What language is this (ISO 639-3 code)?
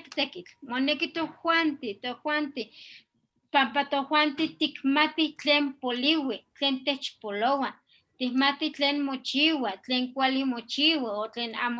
nhe